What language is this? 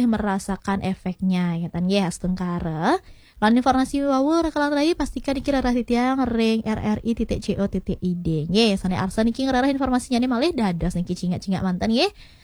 Balinese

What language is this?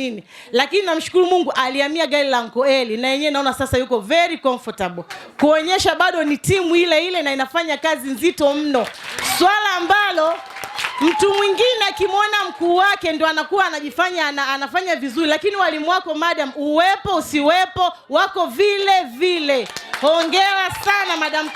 Swahili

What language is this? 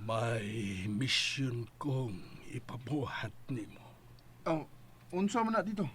Cebuano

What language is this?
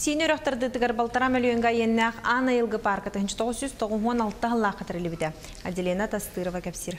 Yakut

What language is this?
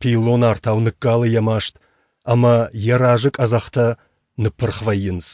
Ossetic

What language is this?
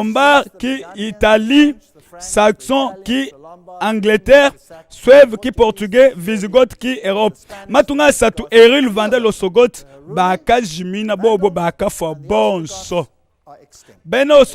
Luba-Lulua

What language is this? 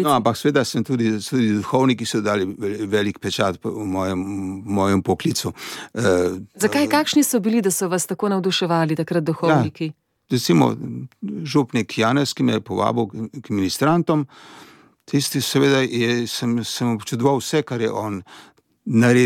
Slovenian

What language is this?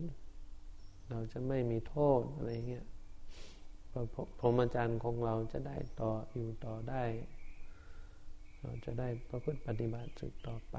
Thai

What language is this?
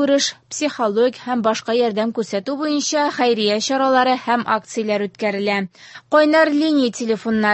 Tatar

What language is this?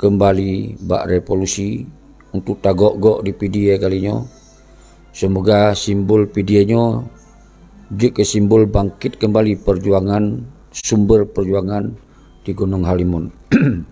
Achinese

